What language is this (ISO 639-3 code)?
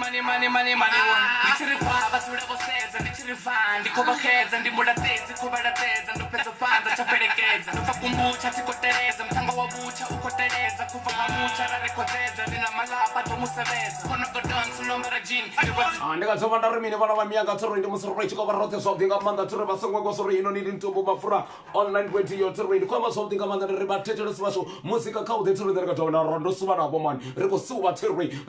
ven